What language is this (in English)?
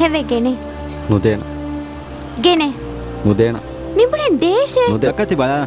Divehi